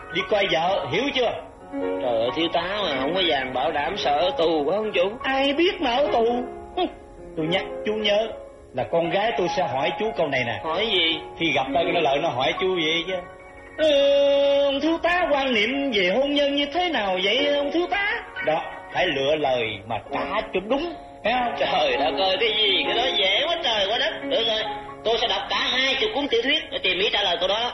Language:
Vietnamese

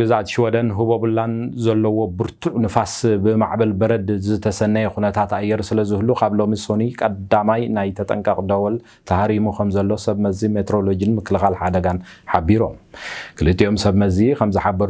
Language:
Tigrinya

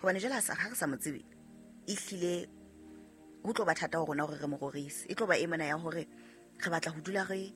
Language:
Southern Sotho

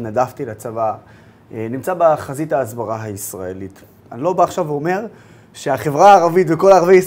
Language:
Hebrew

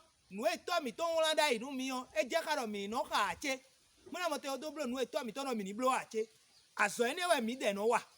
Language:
Fon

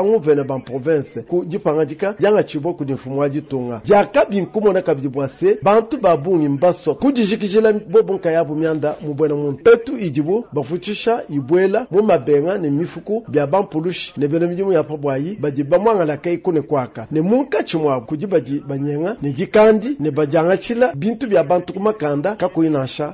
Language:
Luba-Lulua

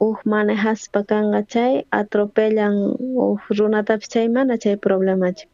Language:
South Bolivian Quechua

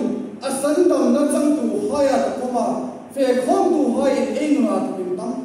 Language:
Hmar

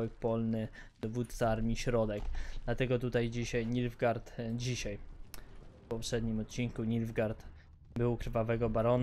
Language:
Polish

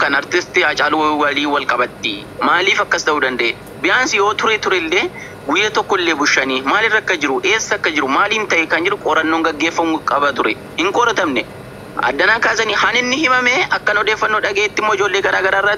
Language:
Oromo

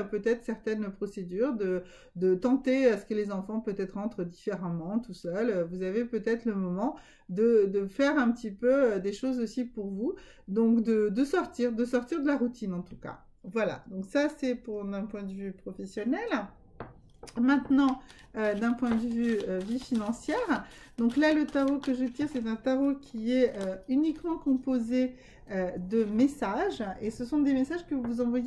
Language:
French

